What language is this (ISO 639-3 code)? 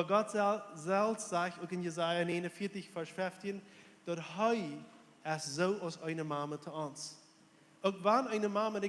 pdt